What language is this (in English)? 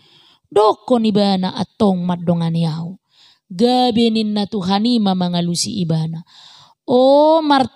Batak Toba